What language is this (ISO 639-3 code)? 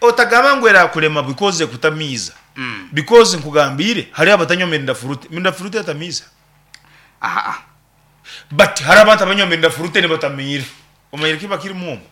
nyn